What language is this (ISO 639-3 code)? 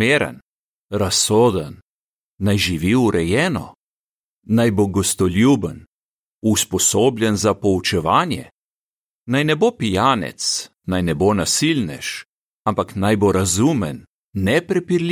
slv